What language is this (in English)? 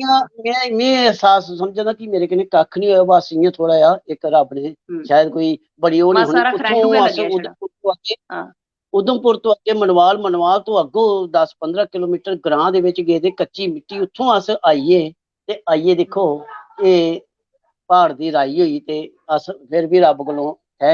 Dogri